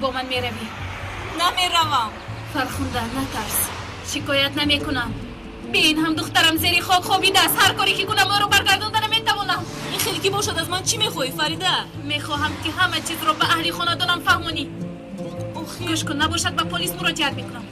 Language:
Tajik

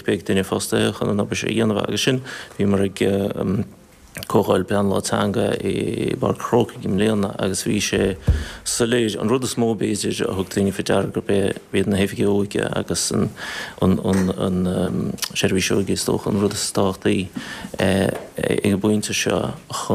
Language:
Irish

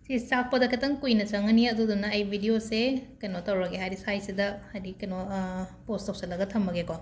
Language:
Manipuri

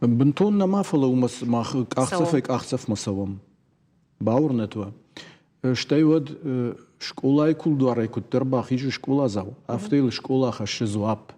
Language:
Ossetic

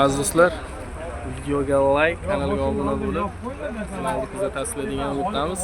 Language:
Uzbek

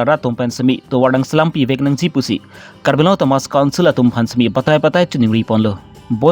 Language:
Karbi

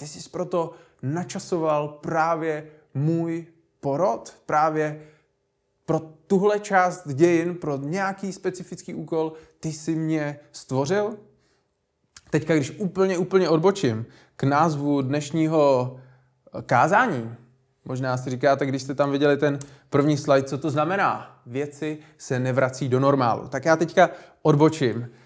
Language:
Czech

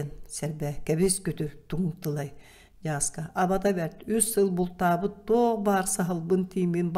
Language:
Yakut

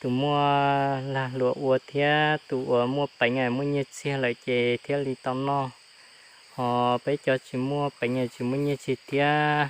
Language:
Hmong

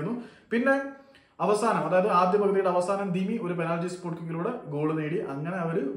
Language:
Malayalam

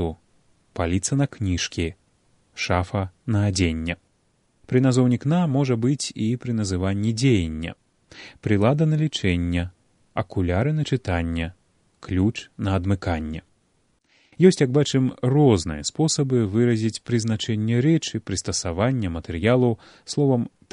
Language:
Belarusian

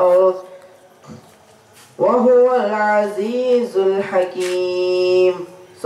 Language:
Tamil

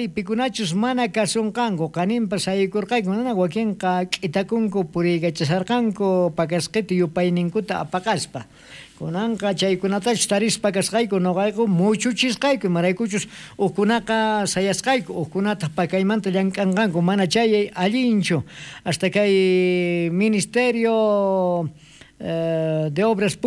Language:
South Bolivian Quechua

